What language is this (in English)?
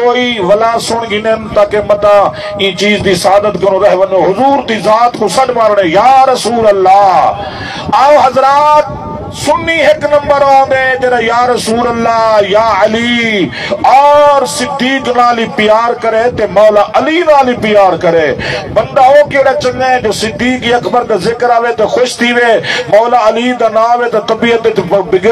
Saraiki